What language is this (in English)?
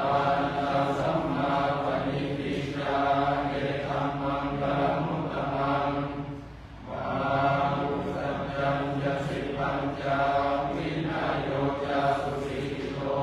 Pali